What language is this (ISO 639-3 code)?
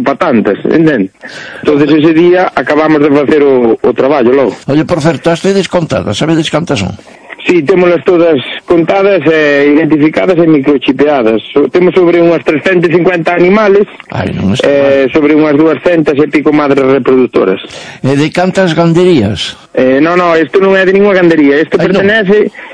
glg